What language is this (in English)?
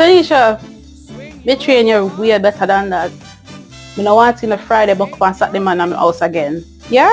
Jamaican Creole English